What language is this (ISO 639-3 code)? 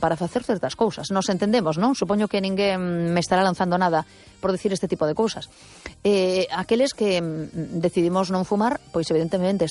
glg